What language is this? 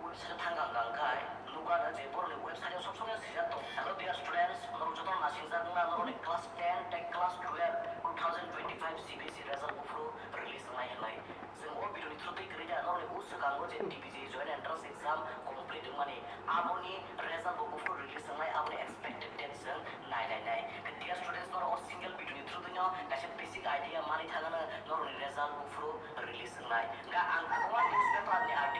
Kok Borok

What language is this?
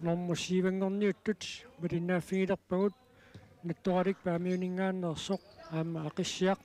Kalaallisut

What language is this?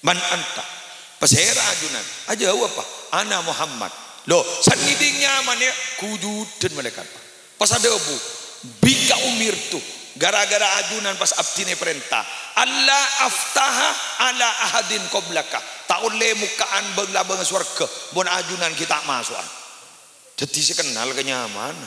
Madurese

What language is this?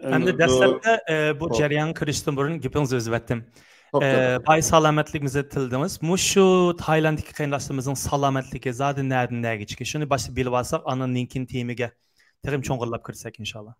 Uyghur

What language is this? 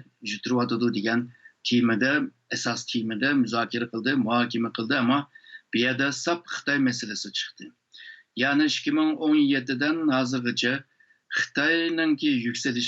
Uyghur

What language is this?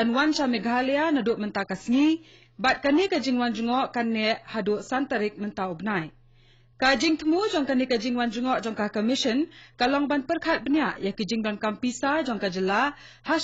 Khasi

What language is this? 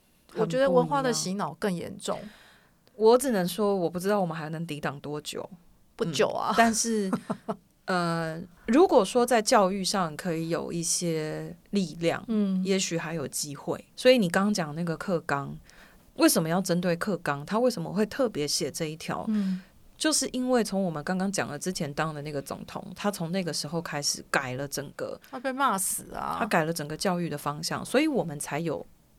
Chinese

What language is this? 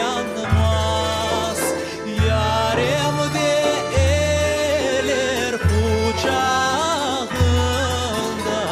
Crimean Tatar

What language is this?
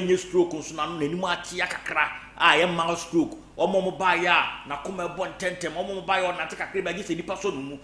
Akan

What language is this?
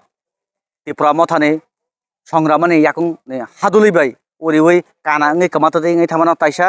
Kok Borok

